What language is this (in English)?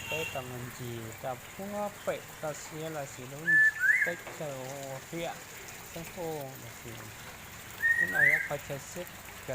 Hmong